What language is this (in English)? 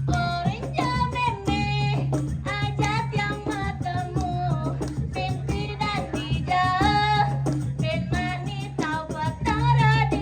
Balinese